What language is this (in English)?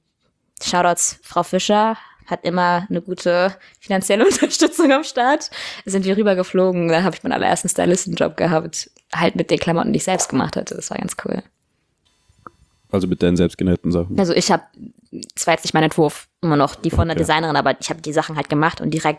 German